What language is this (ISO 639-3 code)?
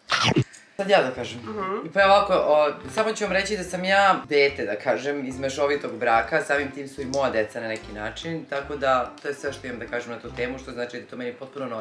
srp